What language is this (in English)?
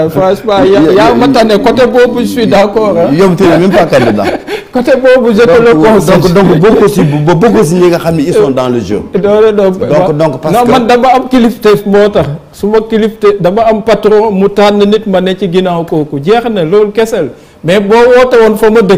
Wolof